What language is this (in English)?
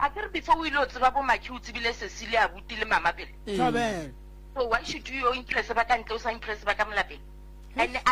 Northern Sotho